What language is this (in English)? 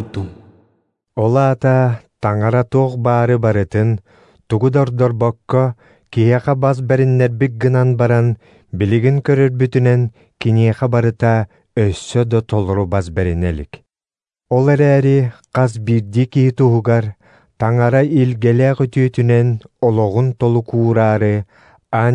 Yakut